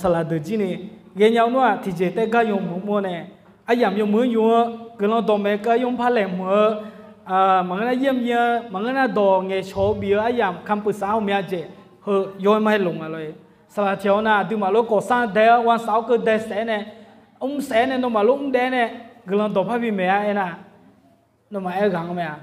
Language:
Akha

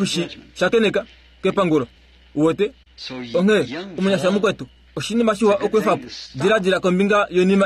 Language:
Kuanyama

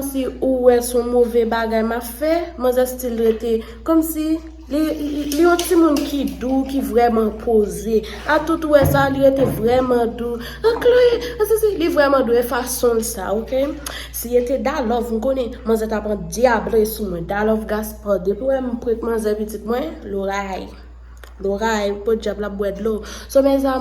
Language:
Haitian Creole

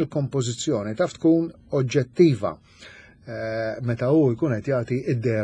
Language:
Maltese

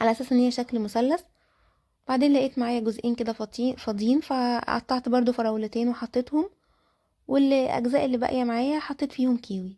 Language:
Egyptian Arabic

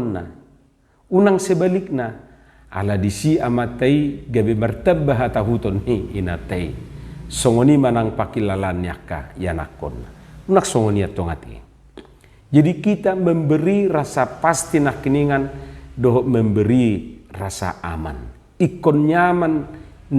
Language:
Batak Toba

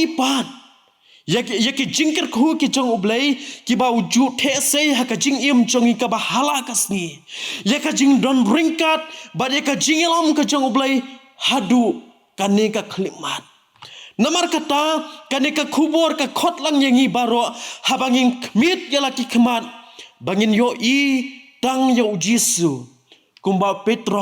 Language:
Khasi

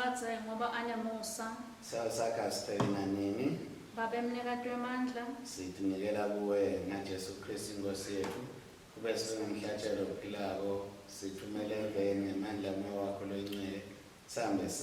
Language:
Swati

